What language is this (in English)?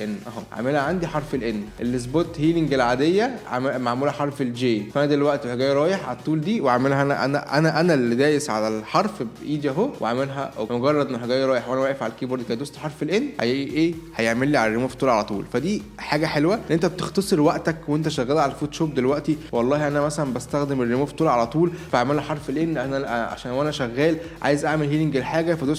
Egyptian Arabic